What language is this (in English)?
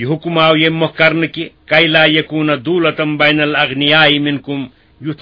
Kashmiri